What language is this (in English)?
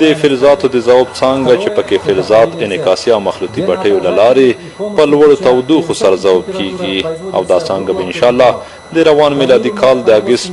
Pashto